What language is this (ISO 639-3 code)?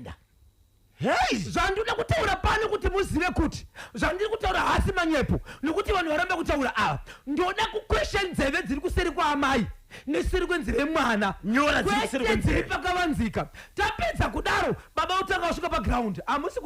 sna